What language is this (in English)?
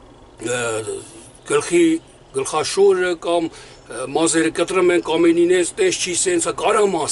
Armenian